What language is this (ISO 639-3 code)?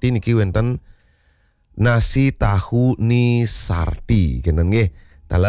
ban